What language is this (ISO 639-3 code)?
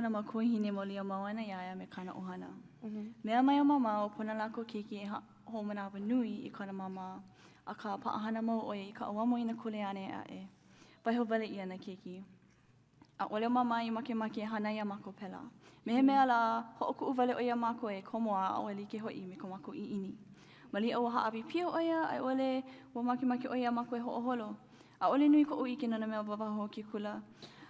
haw